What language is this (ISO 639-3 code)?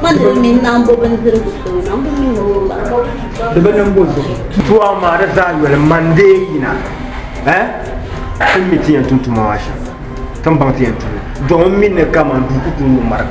dag